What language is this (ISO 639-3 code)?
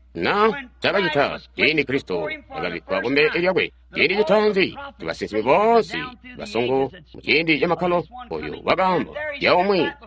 toi